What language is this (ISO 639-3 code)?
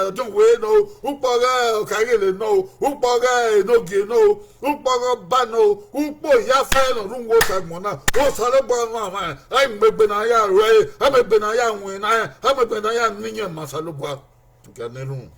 bin